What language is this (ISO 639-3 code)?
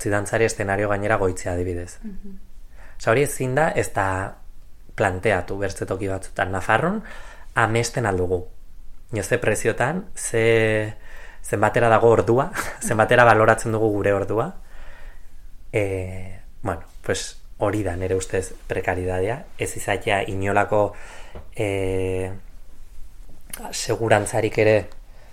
eus